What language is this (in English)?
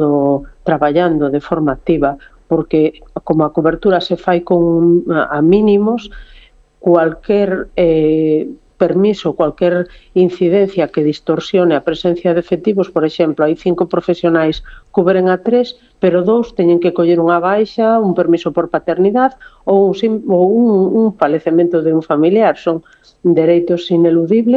Galician